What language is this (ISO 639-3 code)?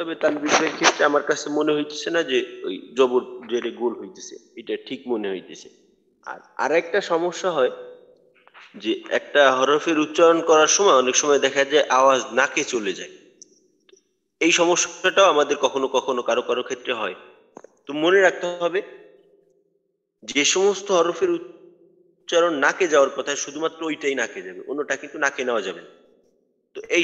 ben